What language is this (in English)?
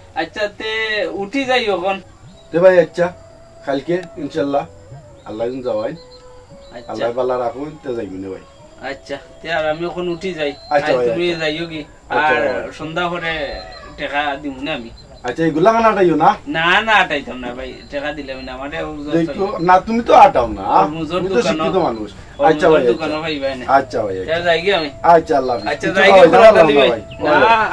Sylheti